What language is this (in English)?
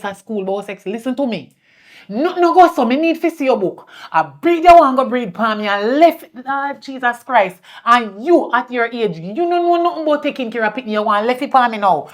Jamaican Creole English